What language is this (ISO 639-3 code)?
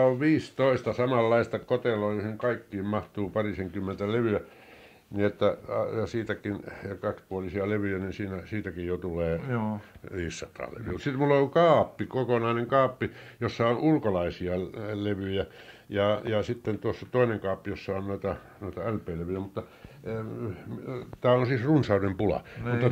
fin